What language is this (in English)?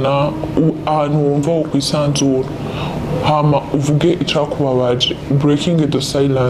Rundi